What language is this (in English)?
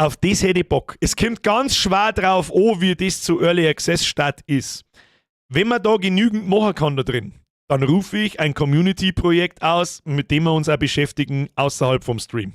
Bavarian